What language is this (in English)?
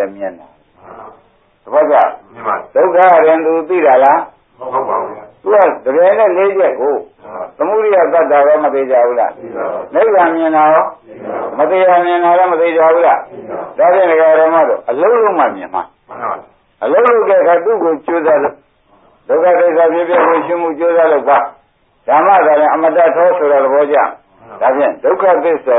Burmese